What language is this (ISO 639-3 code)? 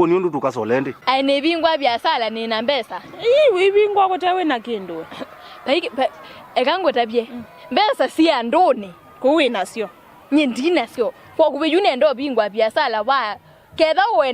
kam